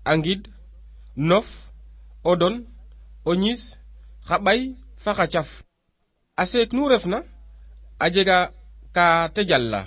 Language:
Serer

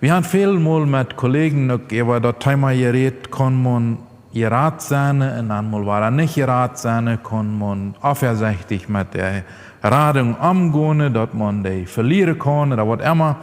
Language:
Plautdietsch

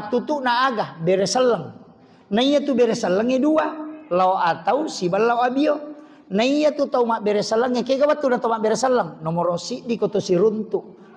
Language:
Buginese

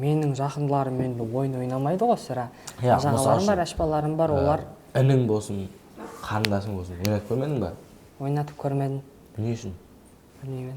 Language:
Kara-Kalpak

